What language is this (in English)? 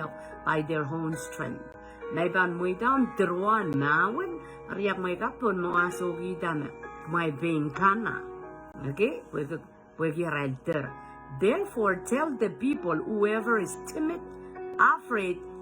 Pohnpeian